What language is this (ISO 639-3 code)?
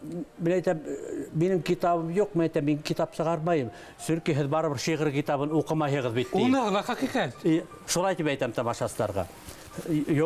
bak